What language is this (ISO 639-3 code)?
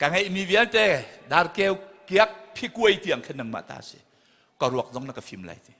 cnh